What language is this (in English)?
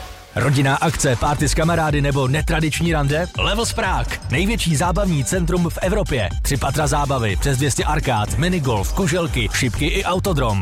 Czech